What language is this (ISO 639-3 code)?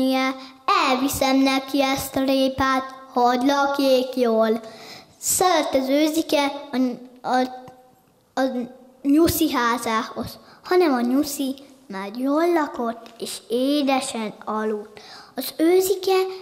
hun